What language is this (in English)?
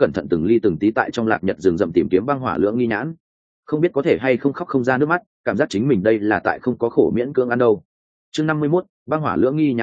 Vietnamese